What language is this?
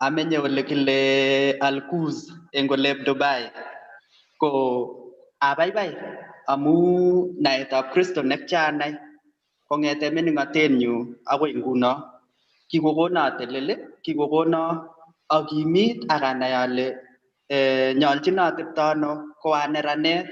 Kalenjin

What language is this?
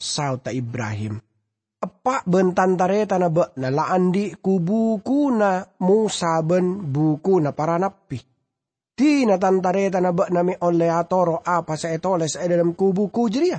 Madurese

